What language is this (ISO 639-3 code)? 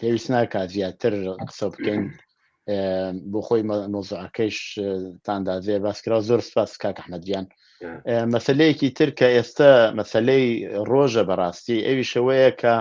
ckb